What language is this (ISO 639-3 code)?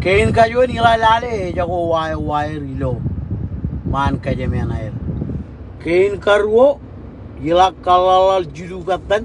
mah